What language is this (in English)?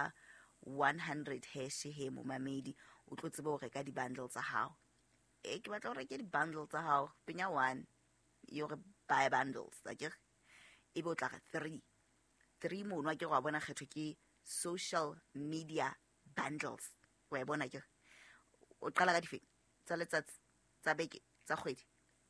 Southern Sotho